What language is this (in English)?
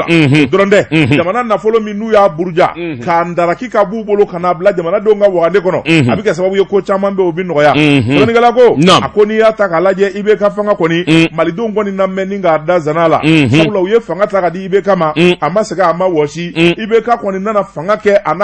Bambara